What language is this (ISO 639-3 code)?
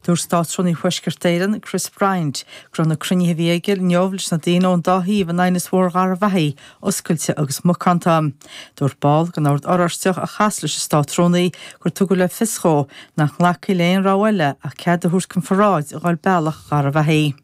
gle